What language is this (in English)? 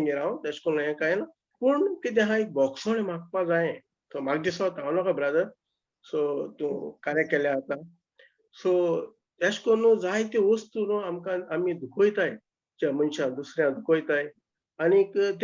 Konkani